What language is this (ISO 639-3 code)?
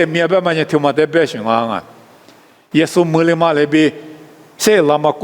lis